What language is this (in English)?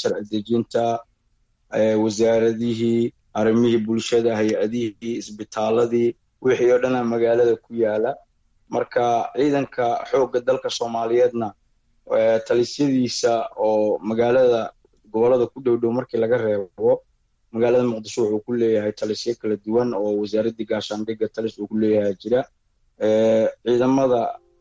Somali